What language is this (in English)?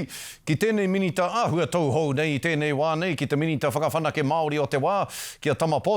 Māori